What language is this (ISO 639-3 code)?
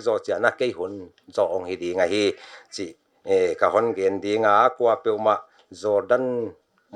pck